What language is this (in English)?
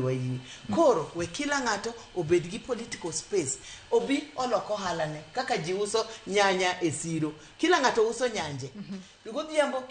Luo (Kenya and Tanzania)